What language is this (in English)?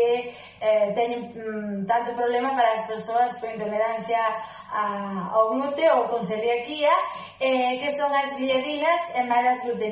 Galician